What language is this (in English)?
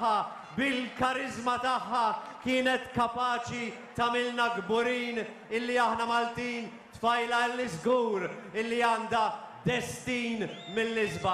Maltese